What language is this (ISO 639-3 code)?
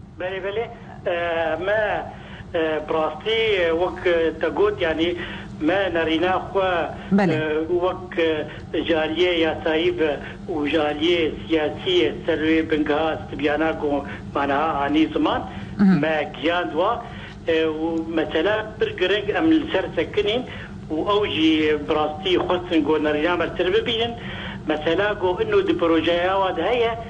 kur